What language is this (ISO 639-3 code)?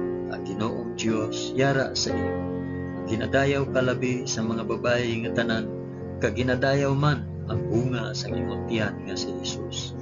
hil